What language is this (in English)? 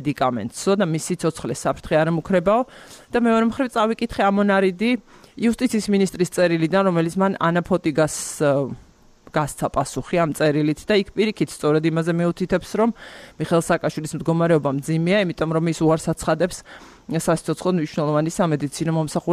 Georgian